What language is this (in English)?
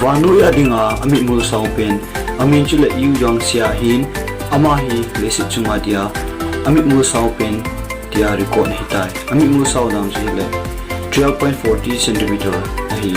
Thado Chin